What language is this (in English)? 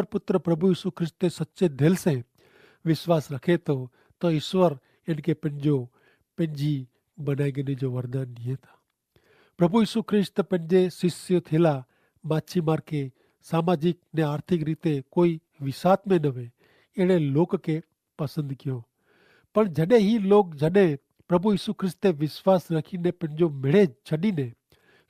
Kachhi